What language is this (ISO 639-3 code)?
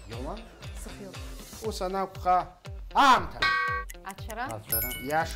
abk